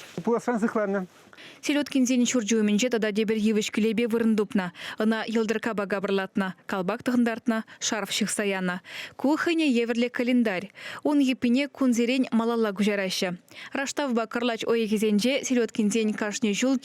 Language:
Chuvash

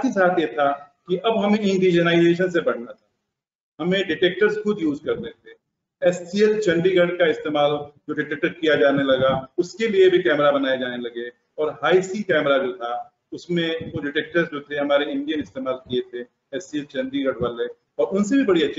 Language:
Hindi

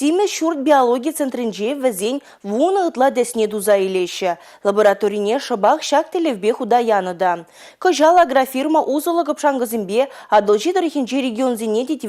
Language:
Chuvash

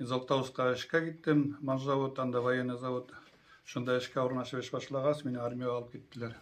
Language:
Bashkir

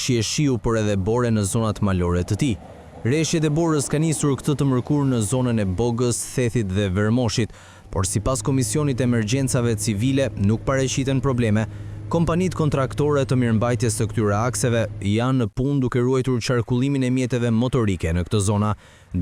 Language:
Albanian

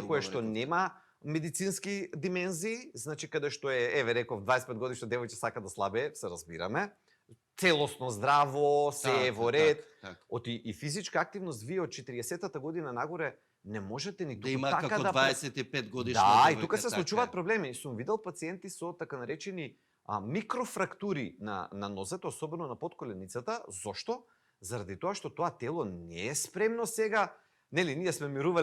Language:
Macedonian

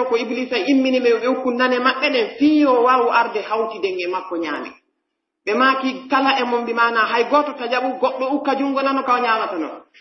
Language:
Pular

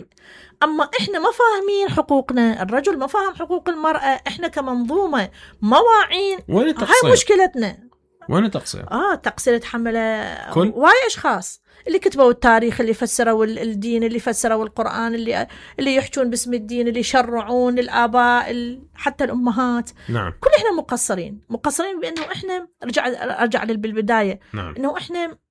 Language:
Mesopotamian Arabic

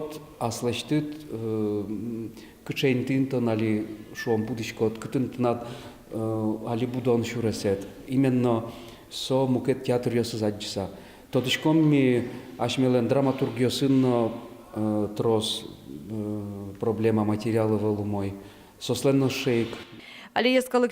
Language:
Udmurt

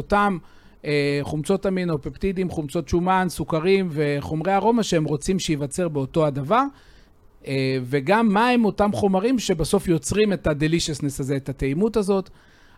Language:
Hebrew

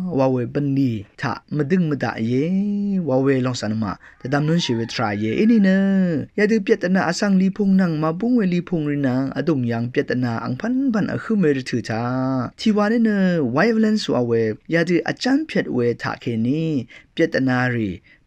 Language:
Rawang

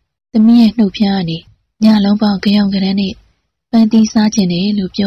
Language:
Burmese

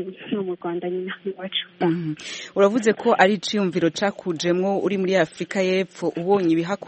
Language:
Kinyarwanda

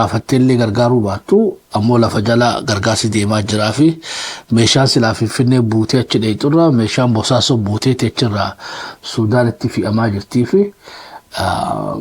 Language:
Oromo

